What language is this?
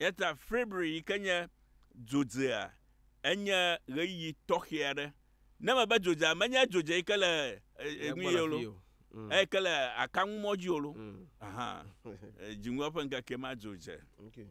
Ewe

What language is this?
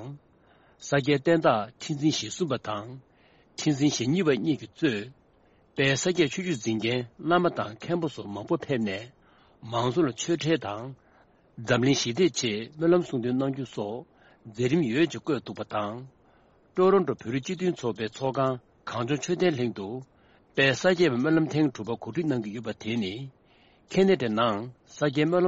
Tibetan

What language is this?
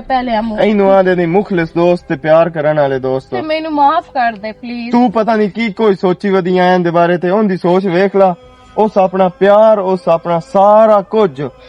Western Panjabi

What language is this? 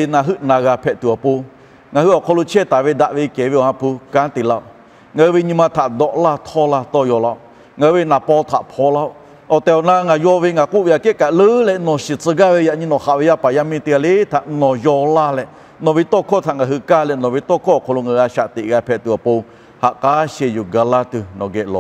Lahu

